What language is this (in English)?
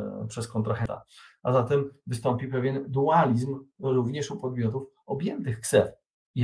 Polish